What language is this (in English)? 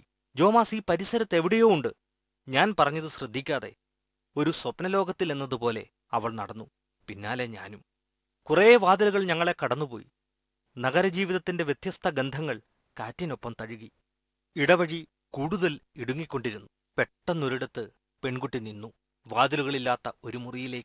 Malayalam